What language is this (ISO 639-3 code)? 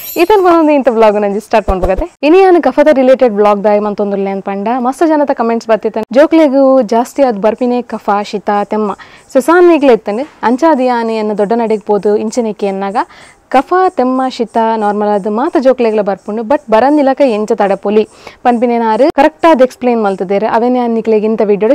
tcy